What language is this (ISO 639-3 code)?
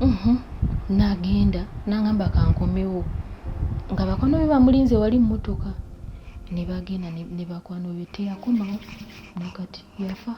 lug